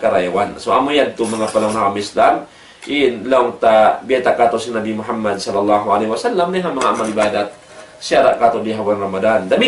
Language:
Tausug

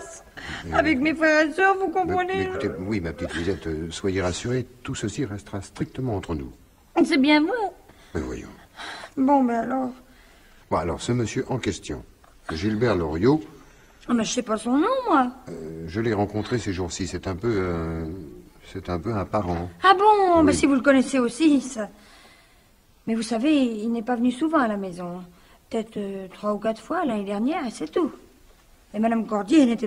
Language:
French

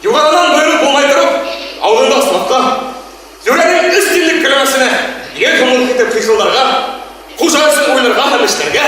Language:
Bashkir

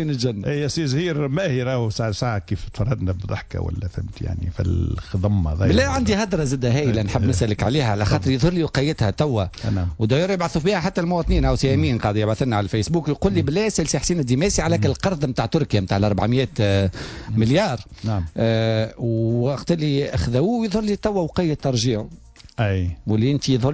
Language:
Tunisian Arabic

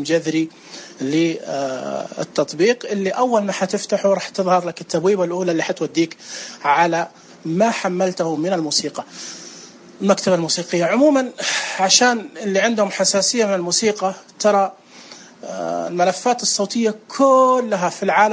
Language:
Najdi Arabic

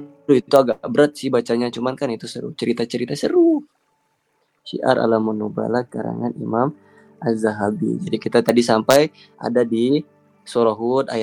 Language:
Indonesian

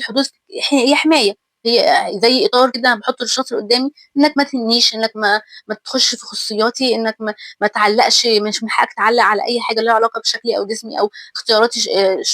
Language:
Egyptian Arabic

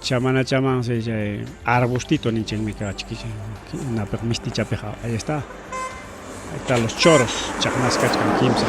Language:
Ayacucho Quechua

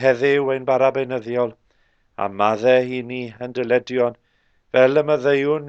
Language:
Welsh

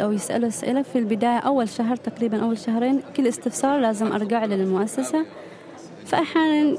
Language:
Gulf Arabic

